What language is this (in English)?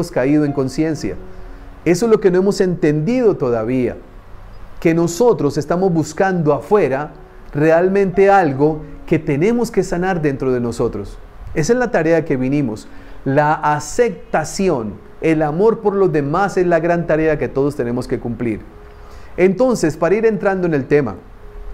Spanish